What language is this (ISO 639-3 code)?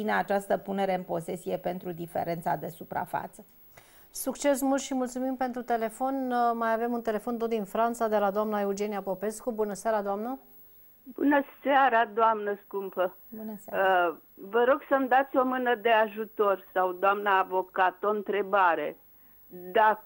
ron